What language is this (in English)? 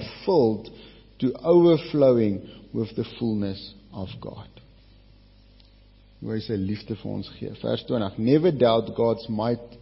Afrikaans